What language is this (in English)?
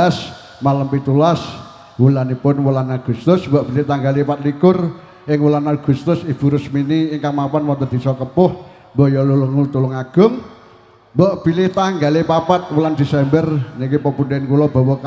Javanese